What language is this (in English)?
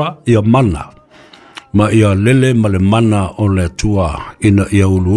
Samoan